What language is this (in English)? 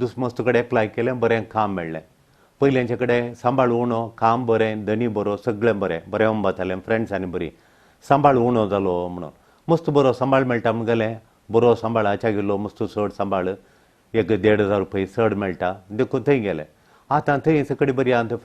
Konkani